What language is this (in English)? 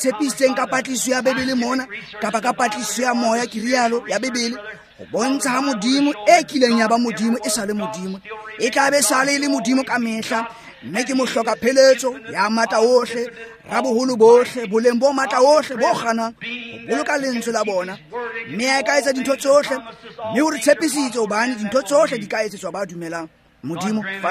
Tswana